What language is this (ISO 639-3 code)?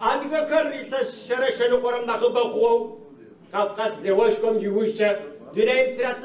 ady